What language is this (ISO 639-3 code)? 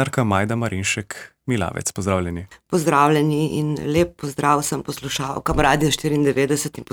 slv